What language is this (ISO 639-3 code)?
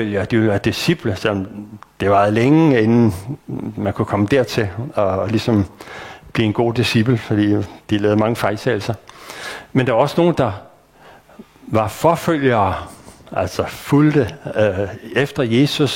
dan